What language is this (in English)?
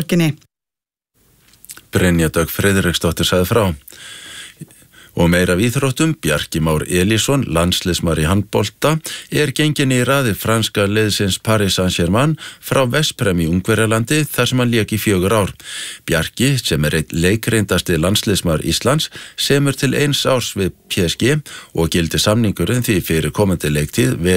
Icelandic